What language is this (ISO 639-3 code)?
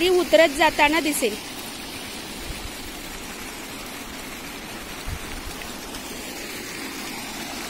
mar